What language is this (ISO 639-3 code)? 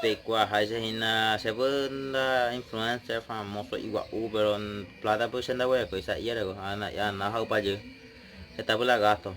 grn